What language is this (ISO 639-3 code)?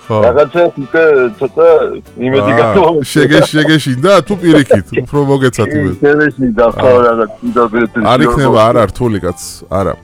kat